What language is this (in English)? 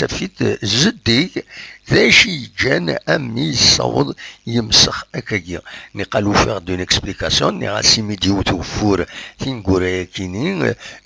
Kabyle